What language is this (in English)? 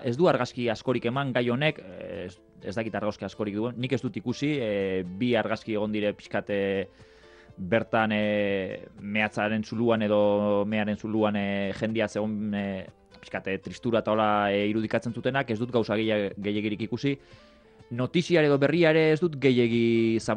Basque